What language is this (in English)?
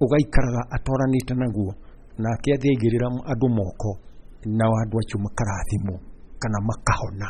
Kikuyu